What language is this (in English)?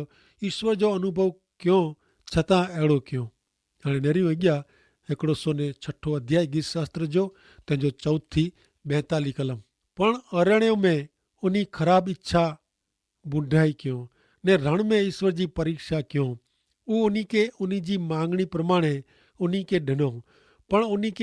Kachhi